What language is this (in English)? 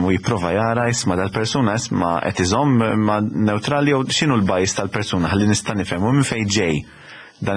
Maltese